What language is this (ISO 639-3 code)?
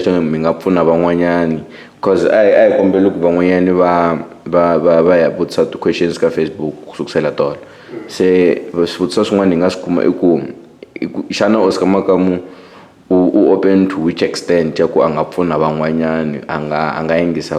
tso